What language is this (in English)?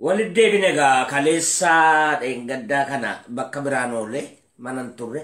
Oromo